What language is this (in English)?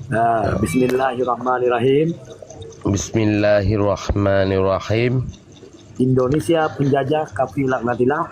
Achinese